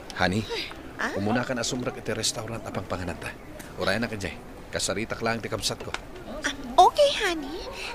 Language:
Iloko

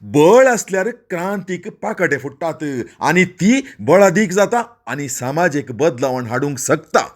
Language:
Konkani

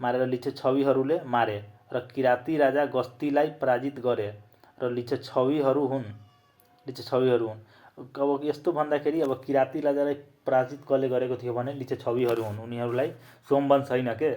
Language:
Nepali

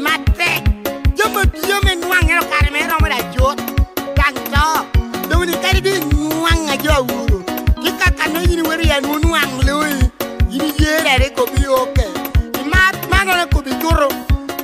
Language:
Lango (Uganda)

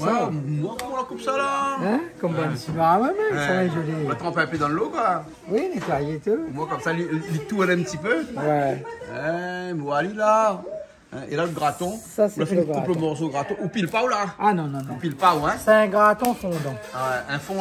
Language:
Réunion Creole French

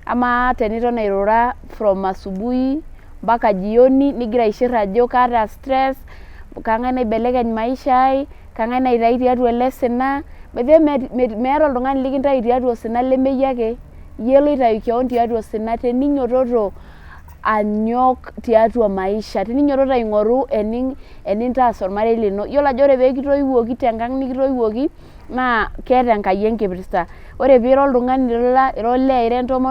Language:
Masai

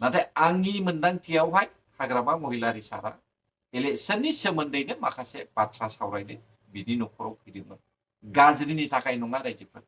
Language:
Bodo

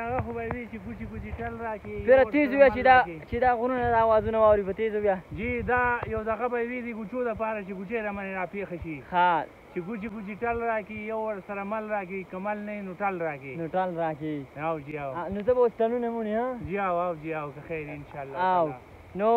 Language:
Pashto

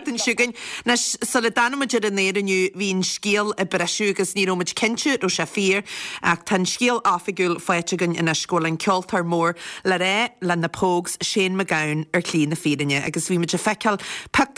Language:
Irish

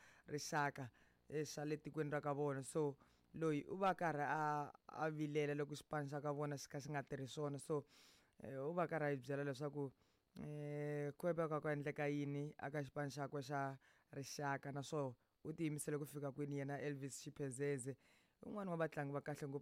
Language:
Tsonga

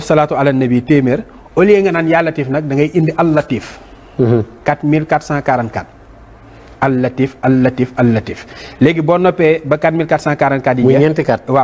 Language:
Wolof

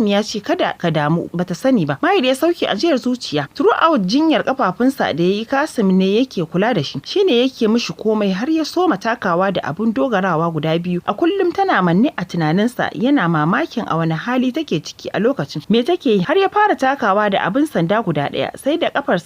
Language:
Hausa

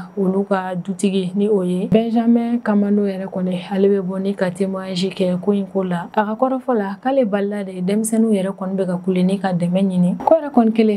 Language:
Bambara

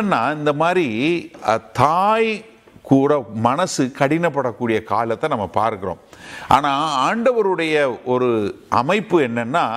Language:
Tamil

